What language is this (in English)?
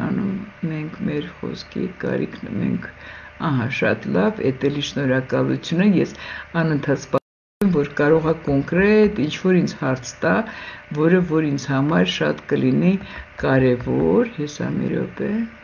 Armenian